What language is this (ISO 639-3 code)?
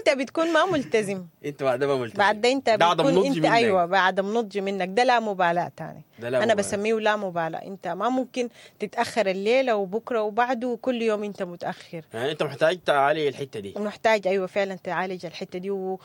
apd